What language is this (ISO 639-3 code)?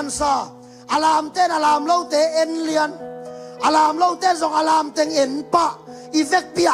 ctd